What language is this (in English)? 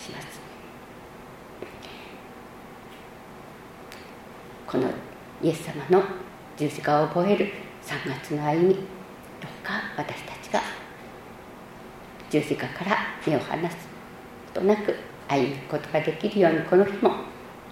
Japanese